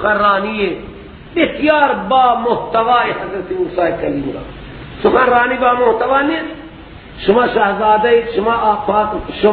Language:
Persian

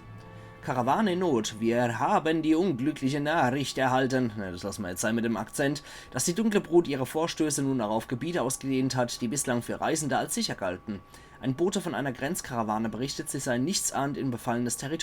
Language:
Palatine German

